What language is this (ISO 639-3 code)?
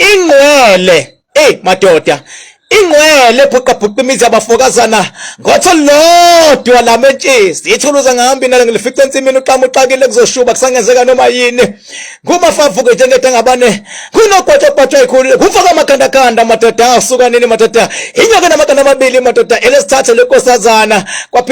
zul